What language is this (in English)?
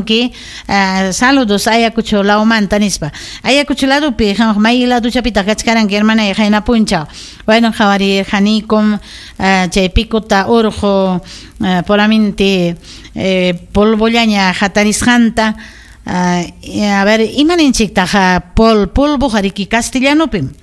Ayacucho Quechua